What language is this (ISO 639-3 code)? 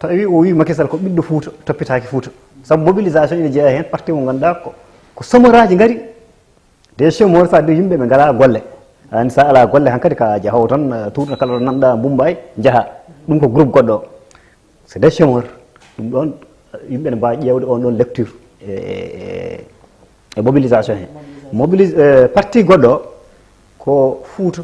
ful